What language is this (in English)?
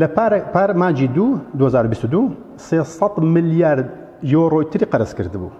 Central Kurdish